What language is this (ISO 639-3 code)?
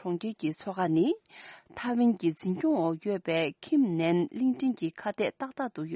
bod